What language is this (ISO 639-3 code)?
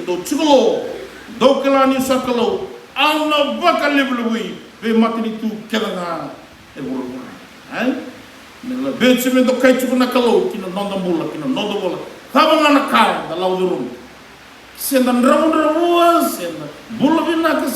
fij